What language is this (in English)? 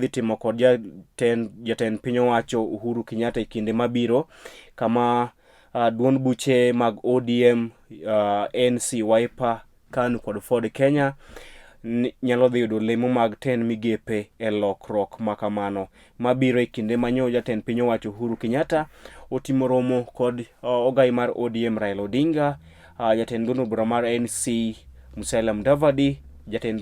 Luo (Kenya and Tanzania)